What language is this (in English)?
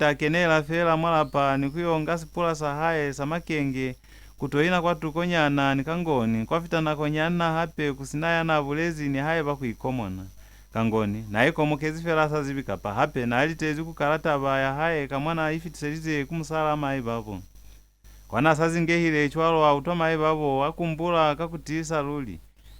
Lozi